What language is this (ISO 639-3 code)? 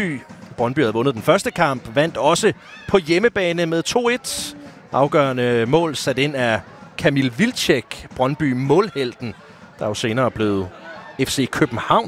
dan